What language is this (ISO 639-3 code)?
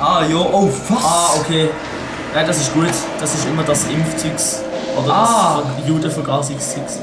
gsw